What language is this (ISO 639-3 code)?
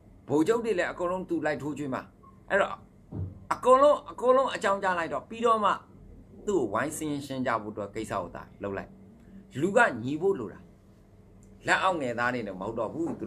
mya